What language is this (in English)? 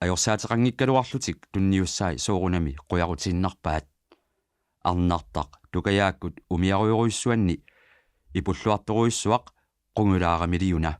Kalaallisut